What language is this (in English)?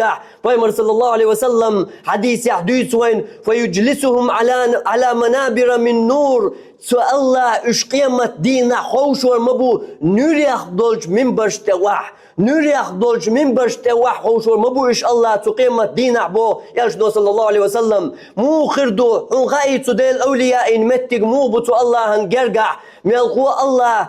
Chechen